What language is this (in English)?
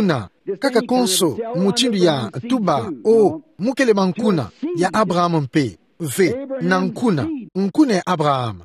Kituba (Democratic Republic of Congo)